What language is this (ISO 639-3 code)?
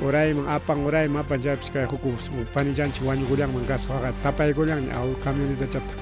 quy